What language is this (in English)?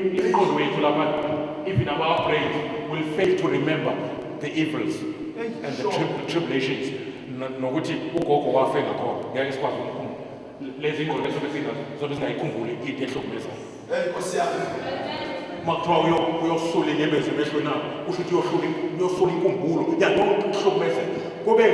Zulu